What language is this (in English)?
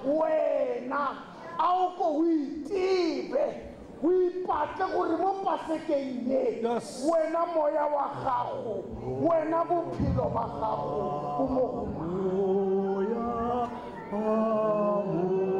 Tswana